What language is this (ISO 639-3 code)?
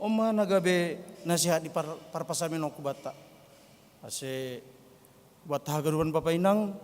bts